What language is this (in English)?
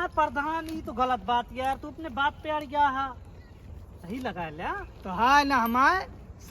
Awadhi